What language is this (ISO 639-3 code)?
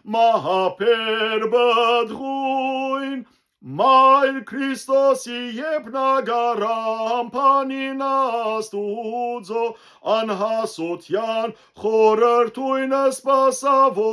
hyw